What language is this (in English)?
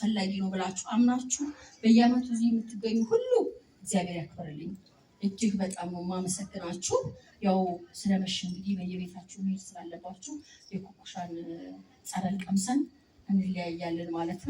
Amharic